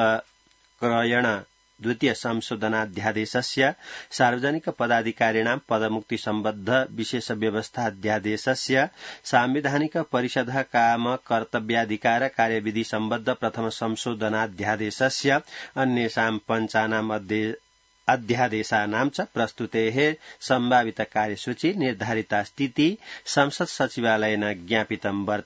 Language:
Sanskrit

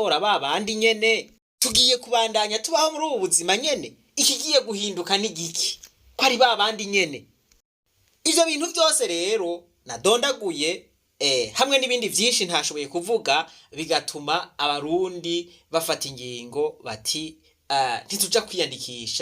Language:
Rundi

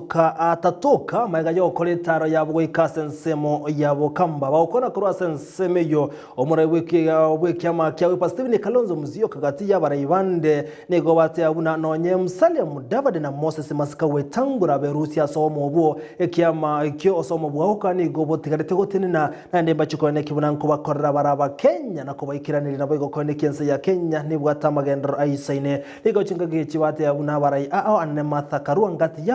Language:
Gusii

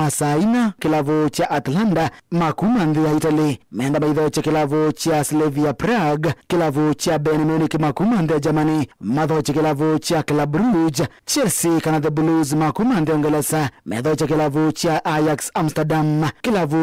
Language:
Kamba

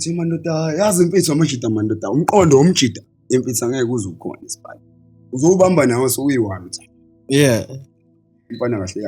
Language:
Zulu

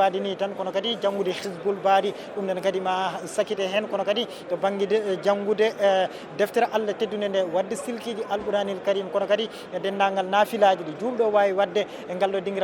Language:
Fula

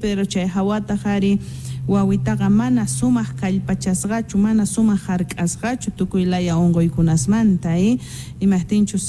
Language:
Quechua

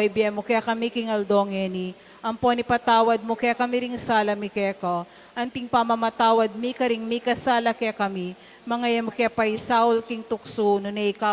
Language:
Pampanga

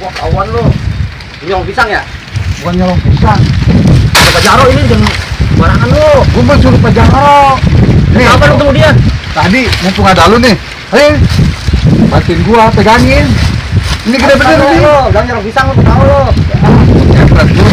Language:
Betawi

